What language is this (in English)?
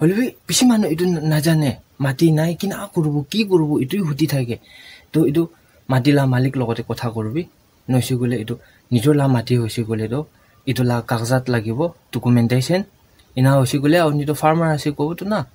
Naga Pidgin